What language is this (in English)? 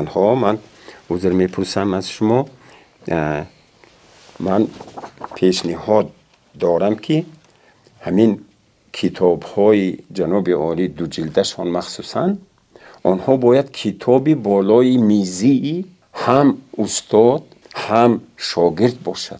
Tajik